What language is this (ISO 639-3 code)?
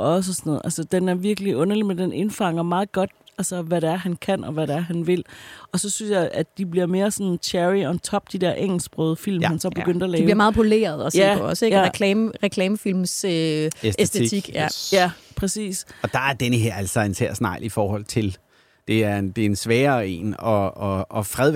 dan